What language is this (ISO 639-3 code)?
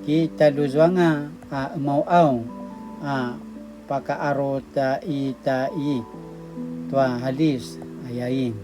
pwn